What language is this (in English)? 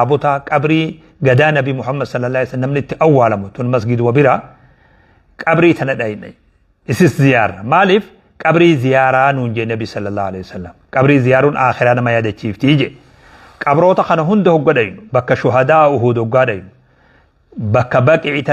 Oromo